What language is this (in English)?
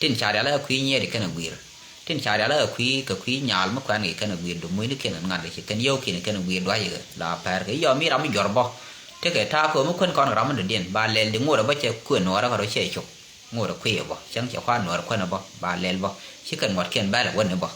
Nuer